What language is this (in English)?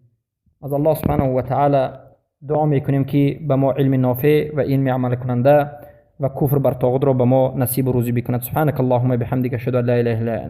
Persian